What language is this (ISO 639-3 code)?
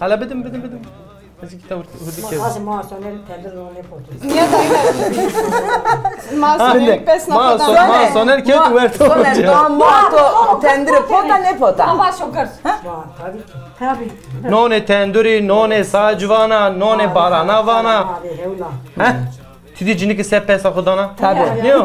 zza